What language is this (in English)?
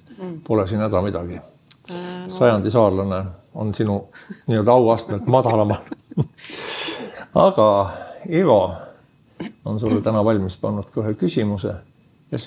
Estonian